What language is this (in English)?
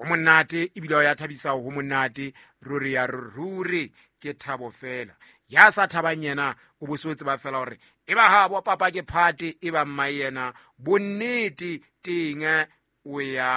Southern Sotho